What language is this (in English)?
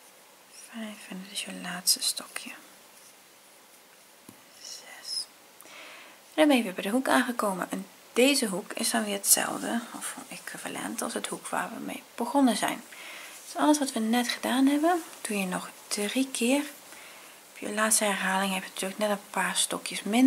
Dutch